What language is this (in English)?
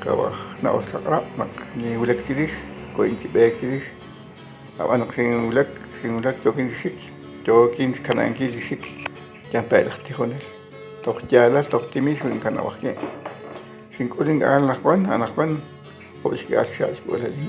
Kekchí